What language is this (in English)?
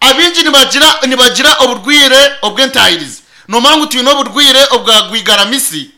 Nyankole